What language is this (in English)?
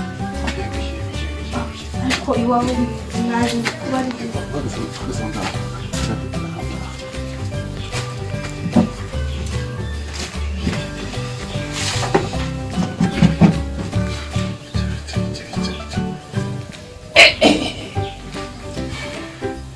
Kinyarwanda